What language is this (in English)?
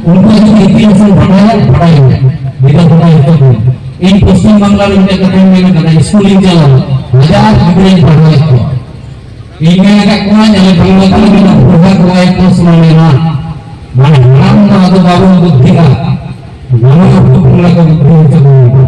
Santali